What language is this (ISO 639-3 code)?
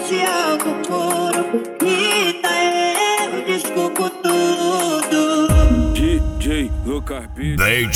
por